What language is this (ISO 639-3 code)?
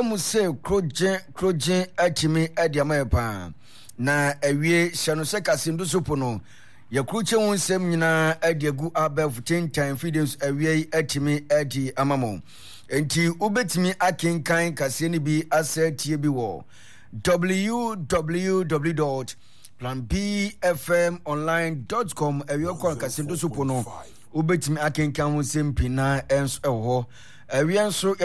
aka